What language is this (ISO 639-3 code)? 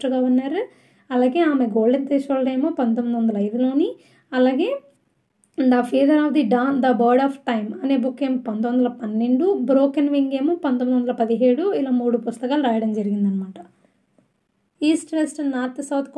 tel